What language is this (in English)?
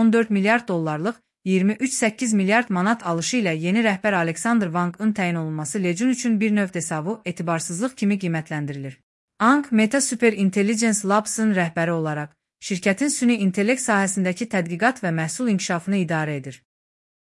Azerbaijani